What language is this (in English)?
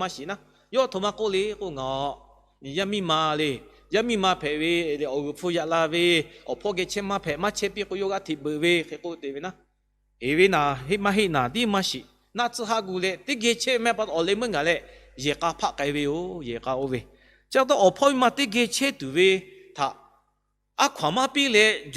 Lahu